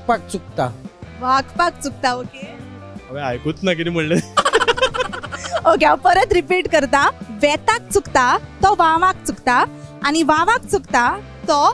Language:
Konkani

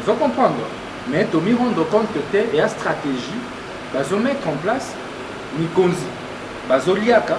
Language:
Lingala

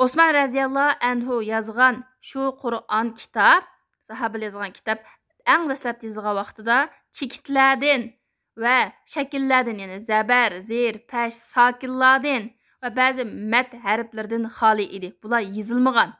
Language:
Uyghur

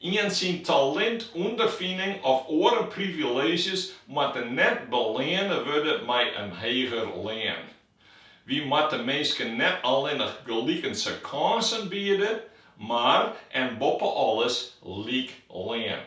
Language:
Western Frisian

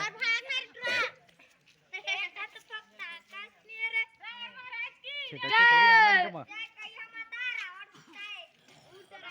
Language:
Chhattisgarhi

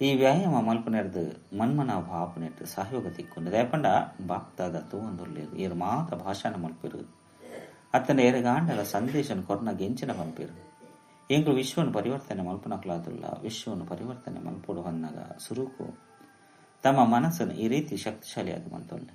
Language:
Tulu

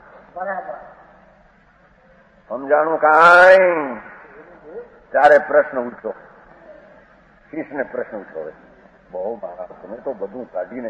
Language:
Gujarati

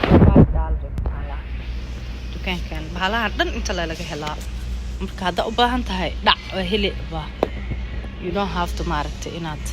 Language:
Somali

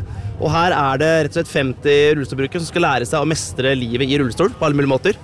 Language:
Norwegian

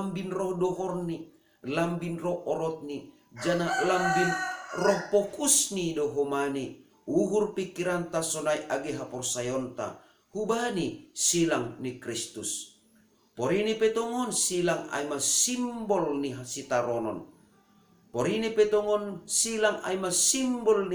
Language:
Batak Simalungun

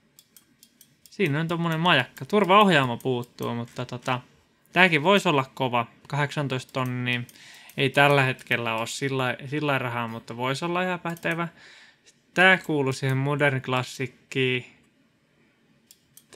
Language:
Finnish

